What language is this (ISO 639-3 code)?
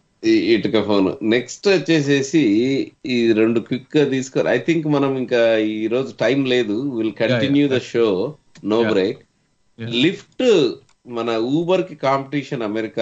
tel